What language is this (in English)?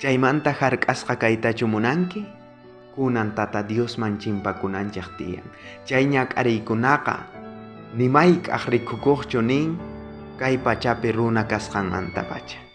South Bolivian Quechua